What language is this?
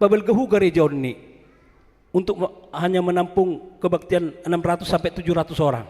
Batak Toba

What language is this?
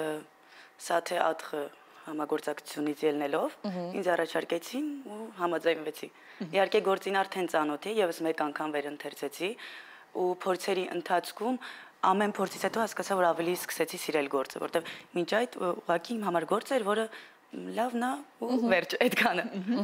Armenian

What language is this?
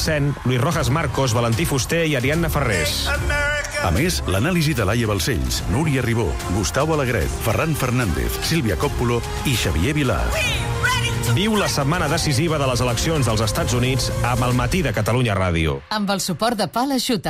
Catalan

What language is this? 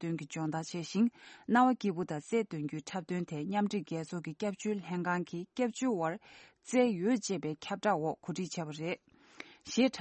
Tibetan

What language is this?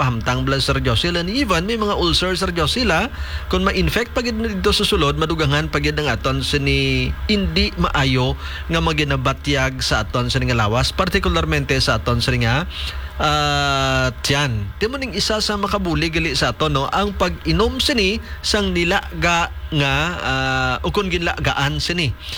Hiligaynon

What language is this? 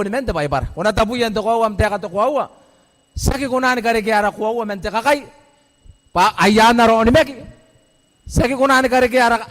Gilbertese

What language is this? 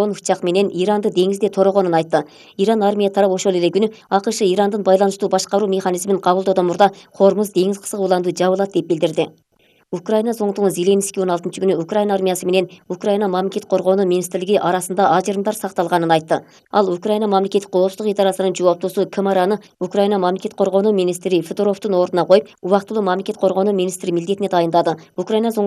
Kyrgyz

